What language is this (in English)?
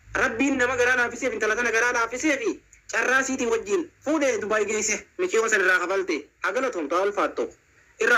Oromo